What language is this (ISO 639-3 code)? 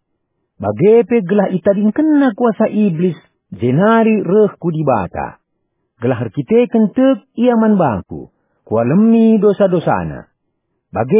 btx